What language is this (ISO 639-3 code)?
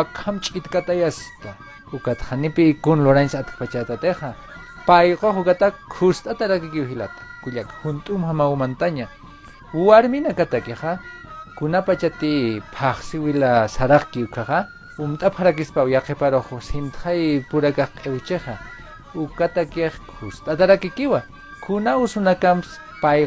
aym